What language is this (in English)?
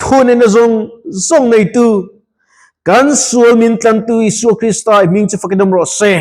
Mizo